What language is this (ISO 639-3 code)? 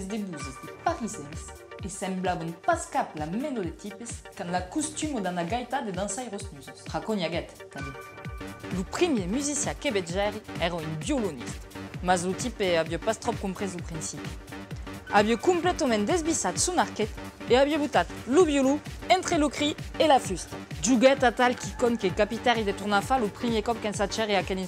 oci